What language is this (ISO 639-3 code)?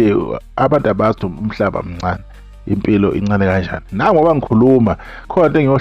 zul